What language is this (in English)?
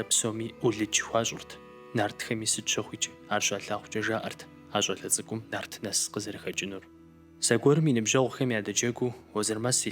Kabardian